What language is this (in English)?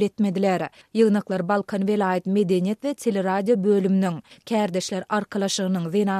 Turkmen